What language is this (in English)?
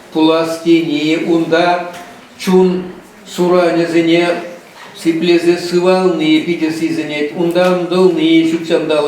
Chuvash